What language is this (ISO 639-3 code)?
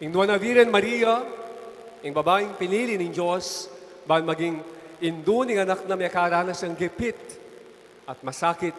pam